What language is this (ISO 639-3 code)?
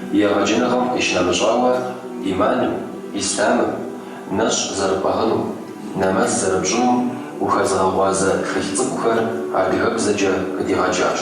kbd